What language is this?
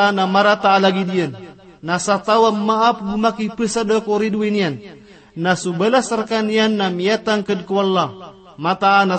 Maranao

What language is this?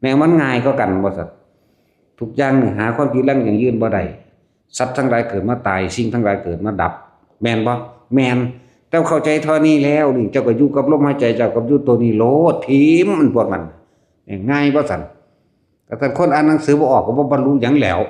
Northeastern Thai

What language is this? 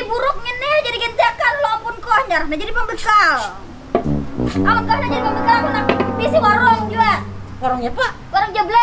Banjar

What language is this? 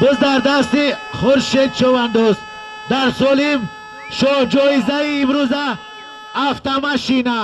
Tajik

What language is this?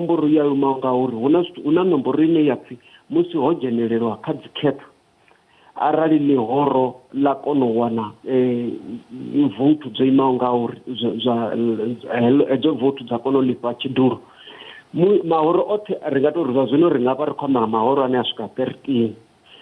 Venda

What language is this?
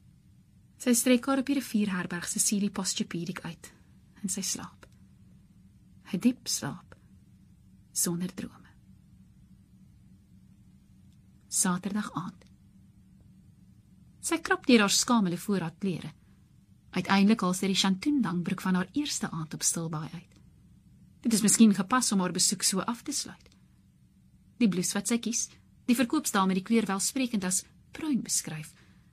Afrikaans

